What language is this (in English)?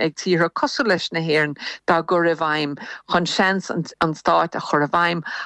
Irish